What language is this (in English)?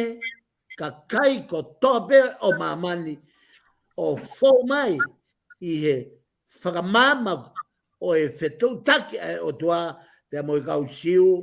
Tongan